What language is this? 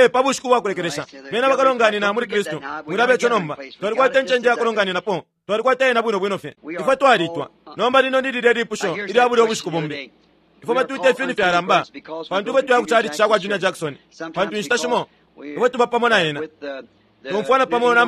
Bemba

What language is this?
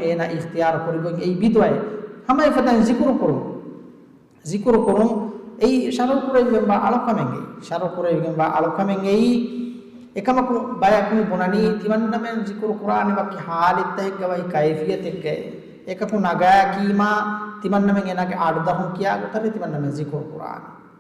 Divehi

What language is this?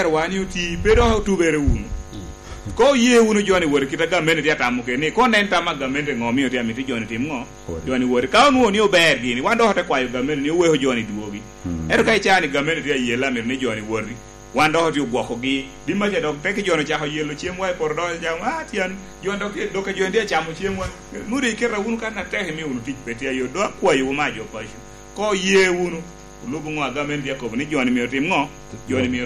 Lango (Uganda)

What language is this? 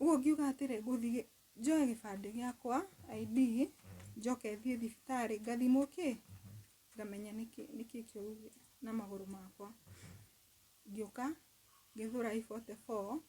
Kikuyu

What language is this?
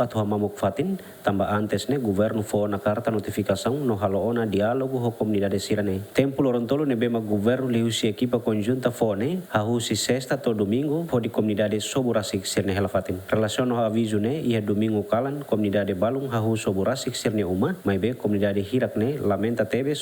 Tetum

